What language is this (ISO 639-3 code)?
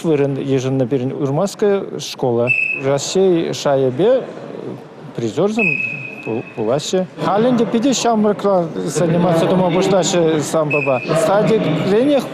chv